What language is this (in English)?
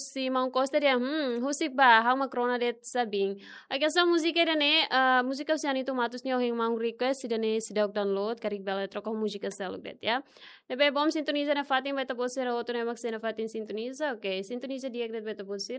Tetum